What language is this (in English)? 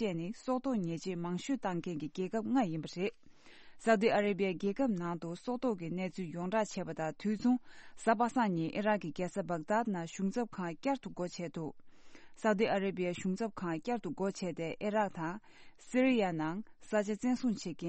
Tibetan